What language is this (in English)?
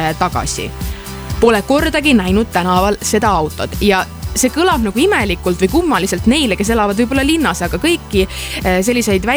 Estonian